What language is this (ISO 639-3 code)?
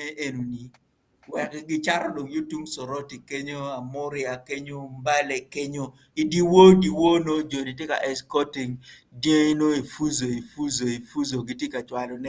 ach